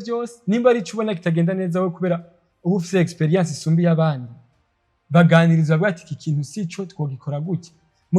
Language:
Rundi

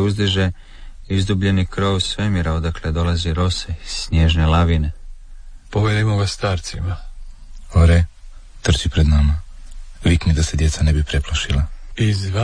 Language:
Croatian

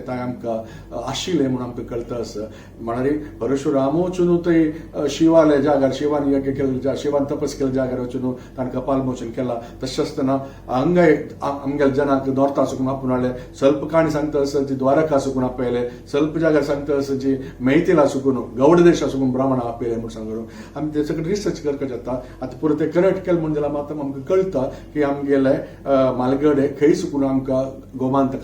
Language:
Konkani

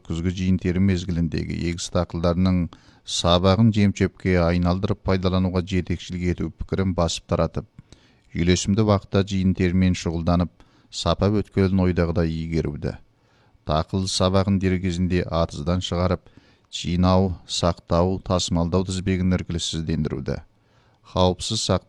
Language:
Kazakh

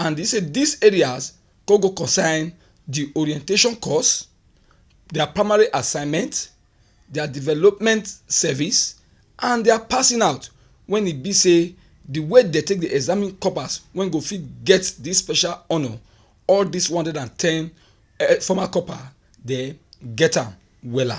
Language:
Nigerian Pidgin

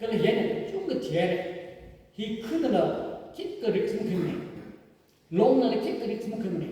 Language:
Tangkhul Naga (India)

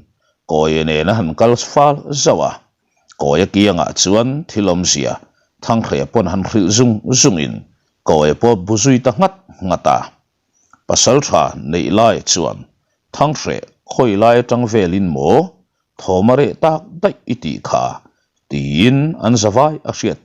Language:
Mizo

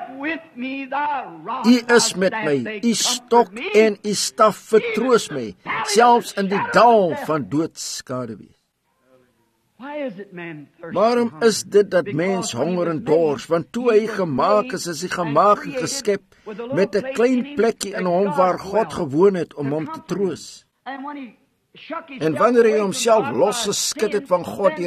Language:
Afrikaans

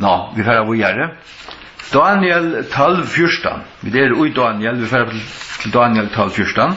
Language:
Faroese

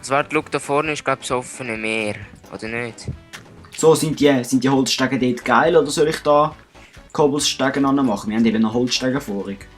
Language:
Swiss German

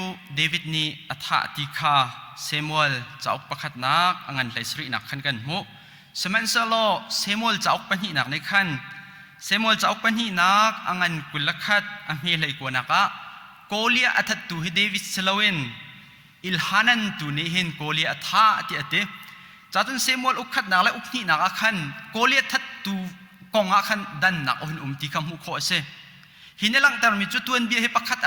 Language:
Hakha Chin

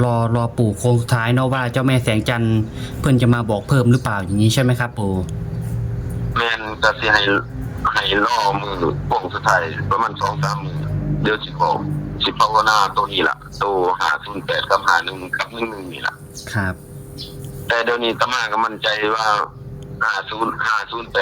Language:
Northeastern Thai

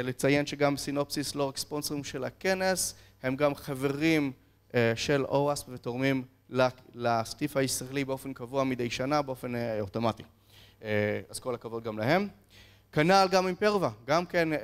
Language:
Hebrew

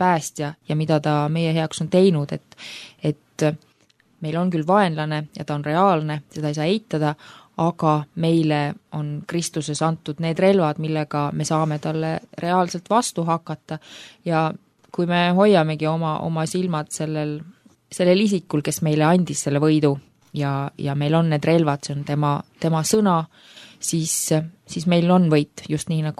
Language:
Estonian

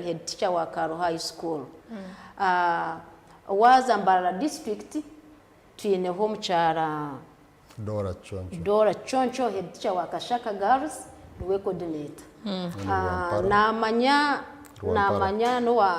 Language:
Nyankole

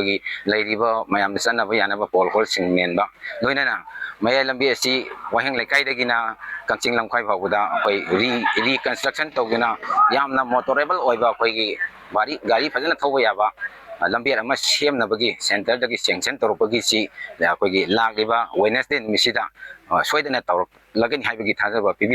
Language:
Manipuri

